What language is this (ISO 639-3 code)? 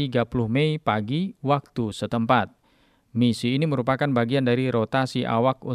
ind